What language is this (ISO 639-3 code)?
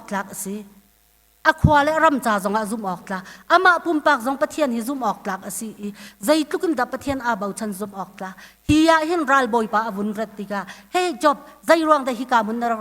cnh